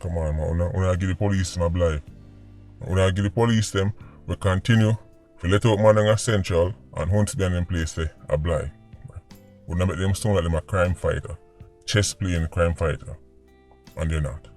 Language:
Jamaican Creole English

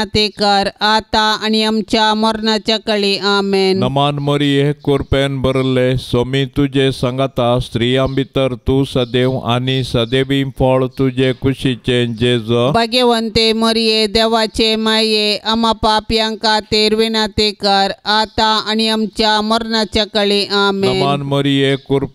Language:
Konkani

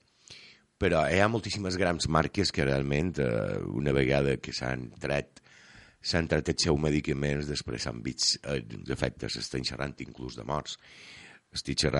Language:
Catalan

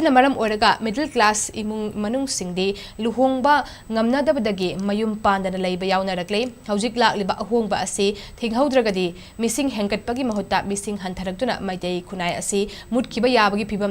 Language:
Manipuri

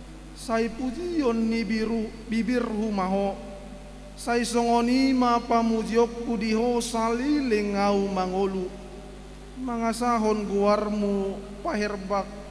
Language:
Batak Toba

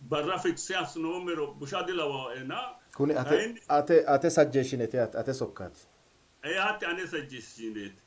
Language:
Sidamo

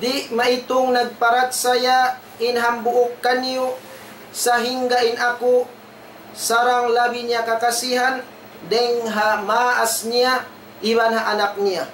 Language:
Tausug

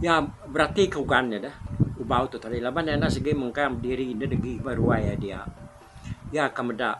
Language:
Iban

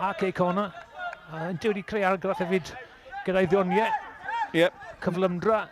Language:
Welsh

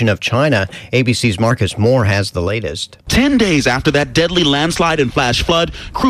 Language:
English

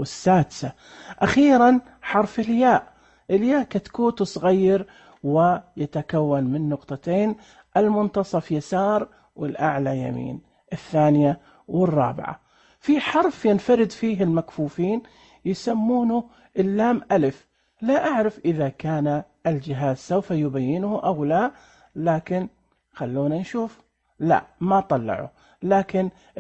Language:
Najdi Arabic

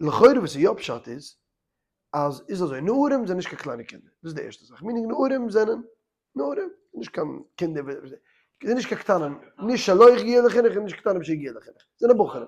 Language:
Yiddish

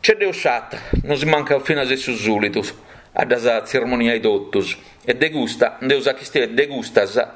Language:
Sardinian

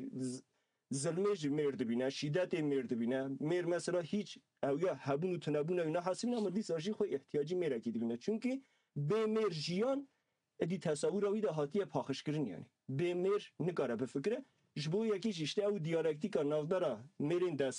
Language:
Kurdish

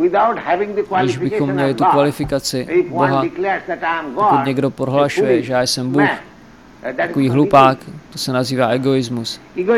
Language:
Czech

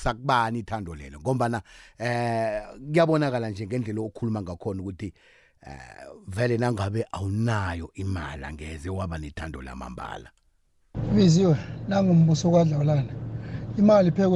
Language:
South Ndebele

